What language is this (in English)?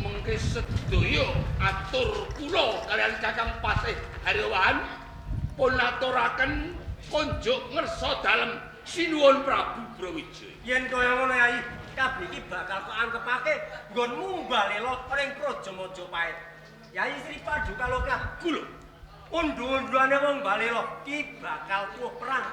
Javanese